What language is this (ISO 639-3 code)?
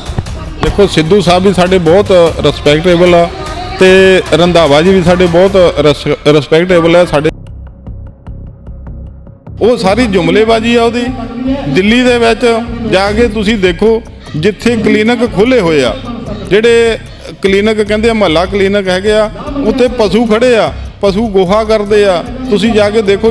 pan